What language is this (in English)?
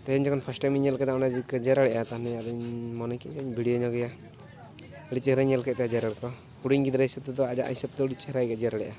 Santali